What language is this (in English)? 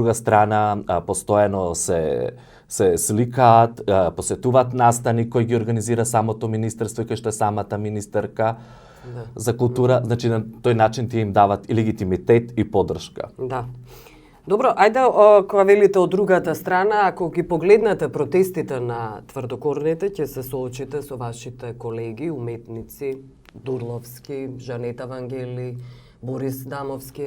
Macedonian